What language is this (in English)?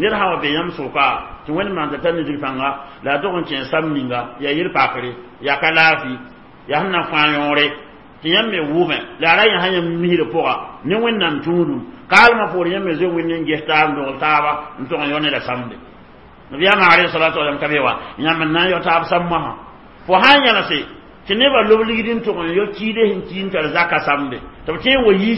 Mossi